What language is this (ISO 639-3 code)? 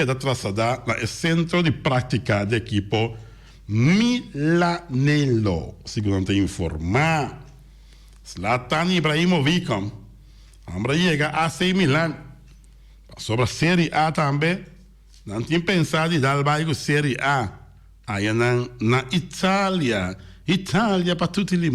pap